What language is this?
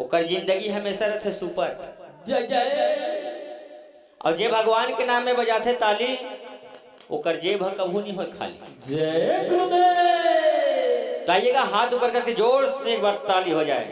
Chhattisgarhi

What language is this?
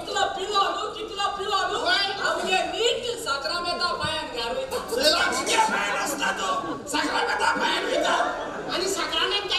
Konkani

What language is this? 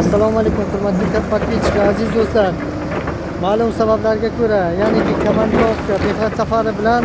Uzbek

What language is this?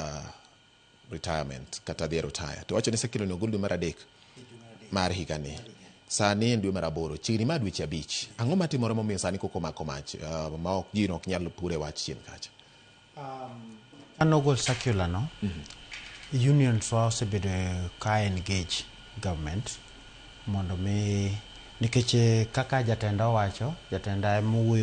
Luo (Kenya and Tanzania)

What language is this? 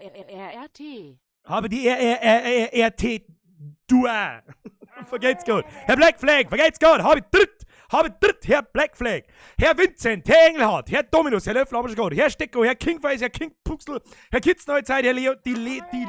Bavarian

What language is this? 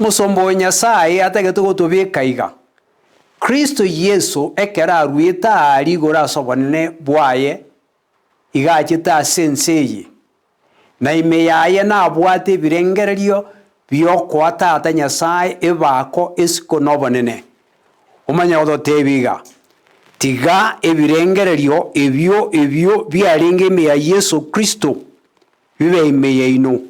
Gusii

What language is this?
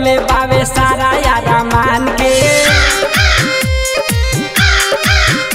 Bhojpuri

